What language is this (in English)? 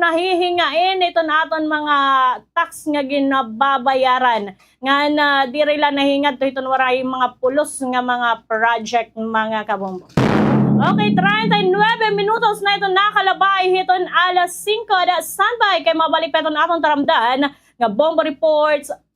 Waray